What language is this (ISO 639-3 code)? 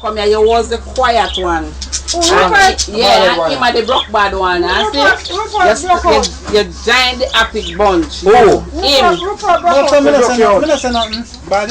jam